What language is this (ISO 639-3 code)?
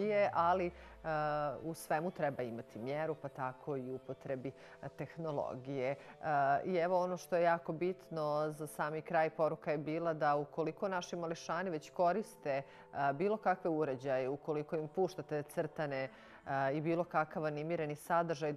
bos